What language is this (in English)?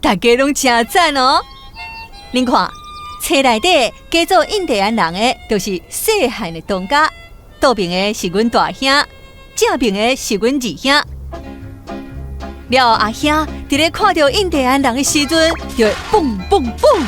Min Nan Chinese